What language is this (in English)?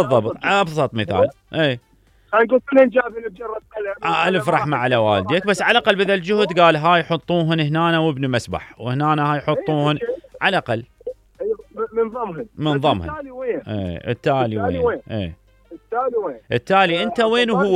Mesopotamian Arabic